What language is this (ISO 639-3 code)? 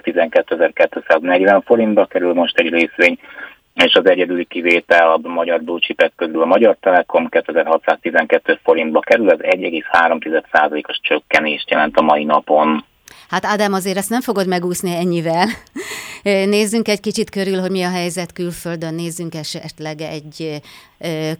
hun